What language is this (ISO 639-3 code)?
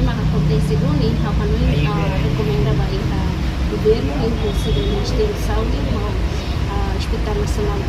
tet